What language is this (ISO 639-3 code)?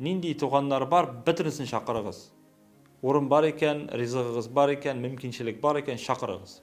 tat